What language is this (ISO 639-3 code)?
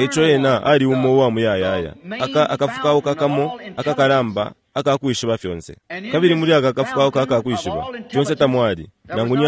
bem